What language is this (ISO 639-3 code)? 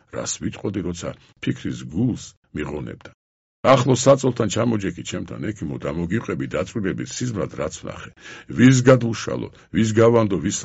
kat